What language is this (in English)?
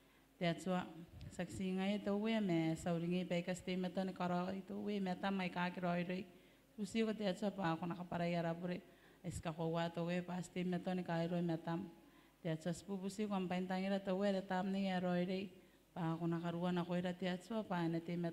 Gilbertese